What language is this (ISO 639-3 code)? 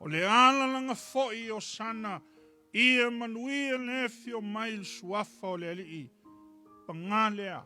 smo